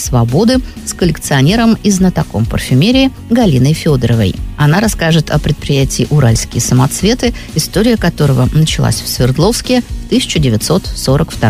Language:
Russian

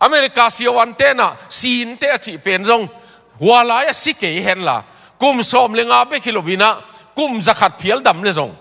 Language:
Tedim Chin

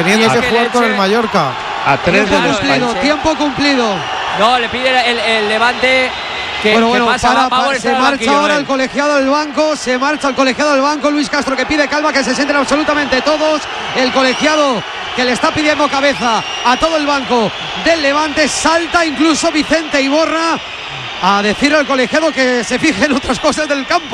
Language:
Spanish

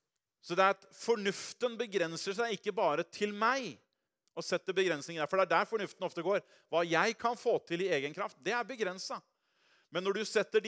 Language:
Norwegian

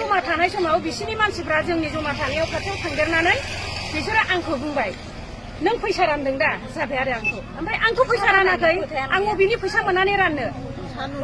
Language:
Bodo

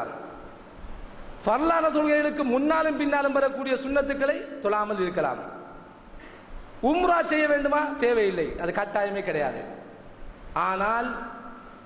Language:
Tamil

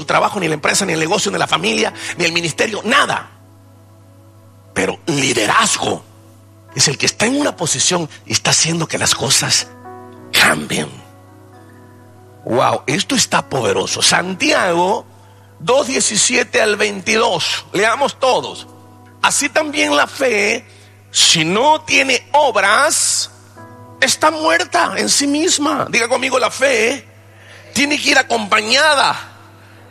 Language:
Spanish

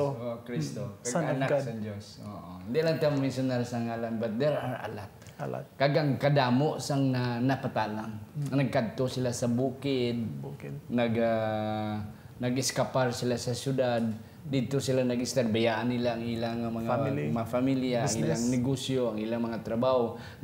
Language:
Hiligaynon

